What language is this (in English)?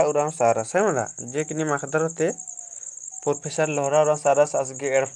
Kurukh